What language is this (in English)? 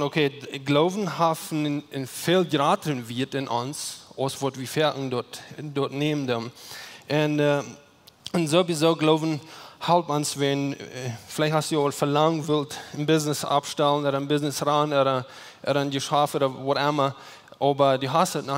Plautdietsch